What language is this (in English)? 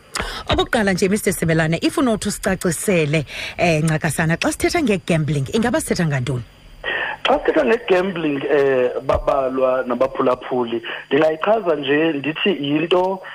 Xhosa